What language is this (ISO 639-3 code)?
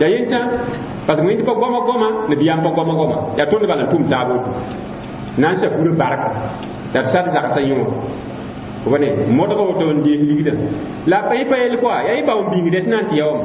mos